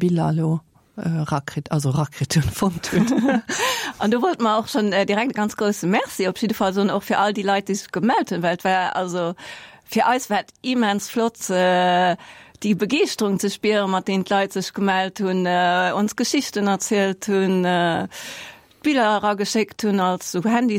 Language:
Luxembourgish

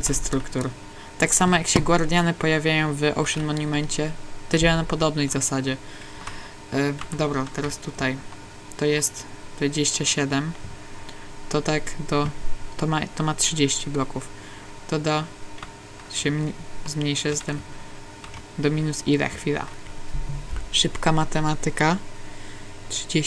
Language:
Polish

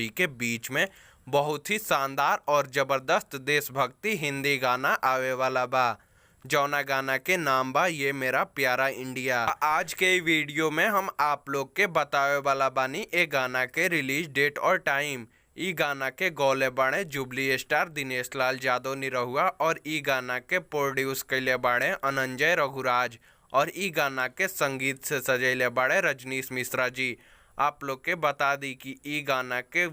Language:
Bhojpuri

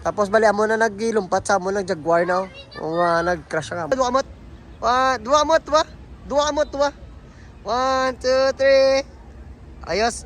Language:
Hiligaynon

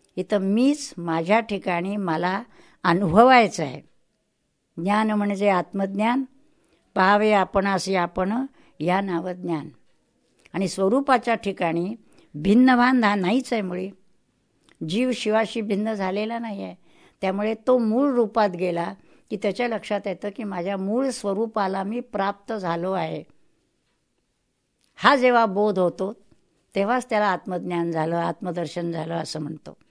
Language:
Marathi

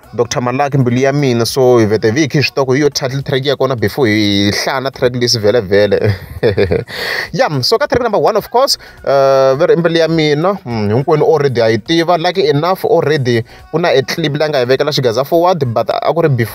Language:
Tsonga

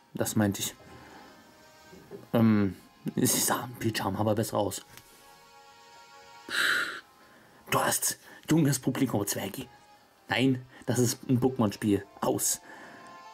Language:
German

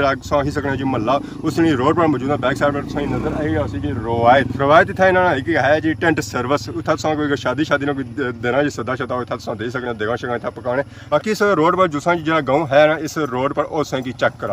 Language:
Pahari-Potwari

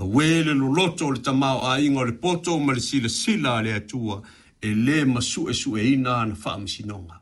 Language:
Samoan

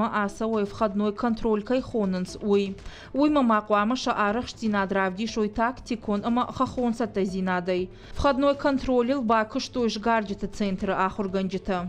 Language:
Ossetic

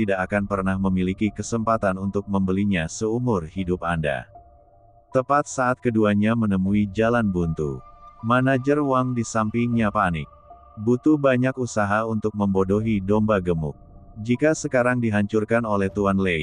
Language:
Indonesian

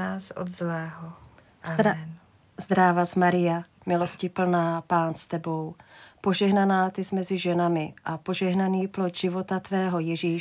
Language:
Czech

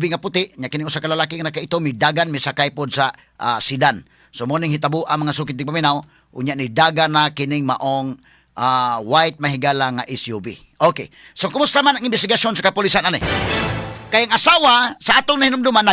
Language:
Cebuano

